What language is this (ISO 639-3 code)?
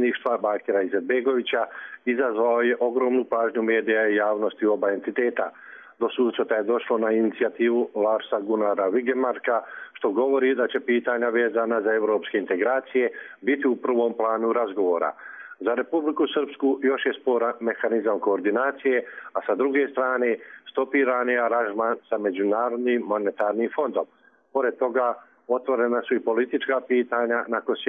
bos